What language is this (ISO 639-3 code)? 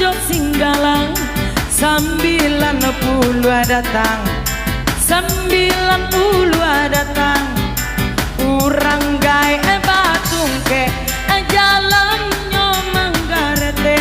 min